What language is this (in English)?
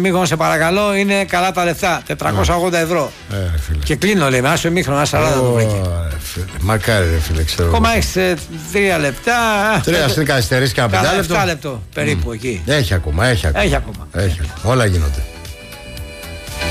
Greek